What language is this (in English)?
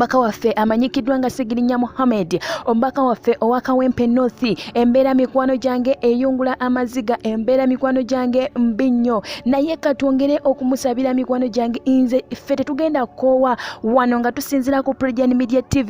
Ganda